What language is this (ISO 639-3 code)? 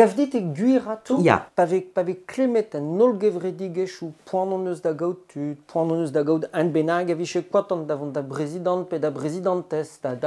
bre